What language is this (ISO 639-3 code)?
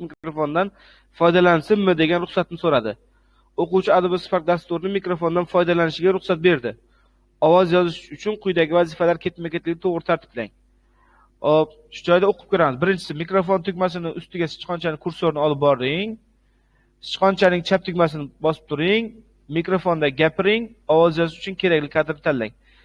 uzb